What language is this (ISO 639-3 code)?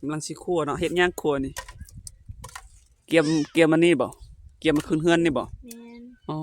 lao